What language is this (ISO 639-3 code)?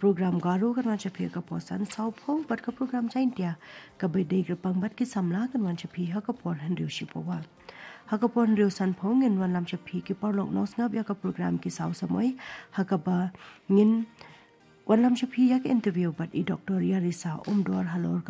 kha